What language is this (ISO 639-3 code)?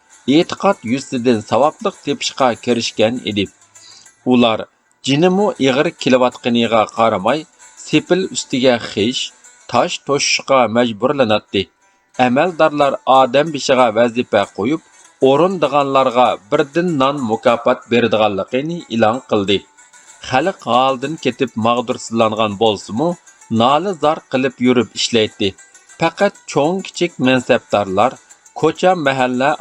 uig